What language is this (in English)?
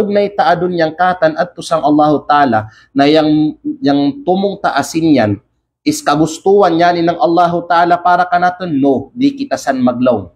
Kalagan